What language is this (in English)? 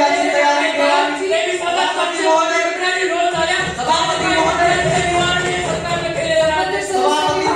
Marathi